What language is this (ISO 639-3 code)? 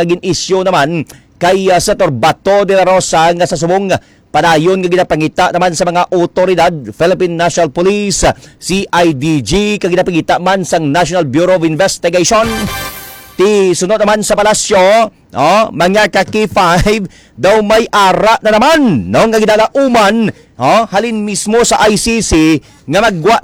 hil